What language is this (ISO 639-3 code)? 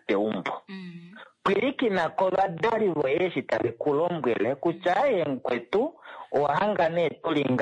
kua